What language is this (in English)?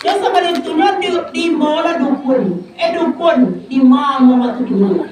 Minangkabau